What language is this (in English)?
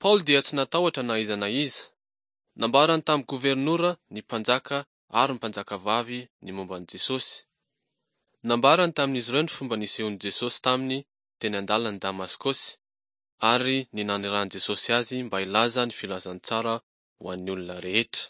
Malagasy